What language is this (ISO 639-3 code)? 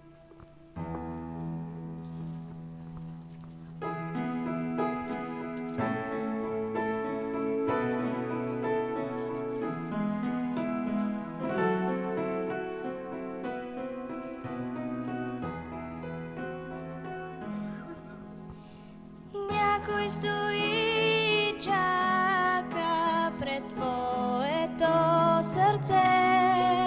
bul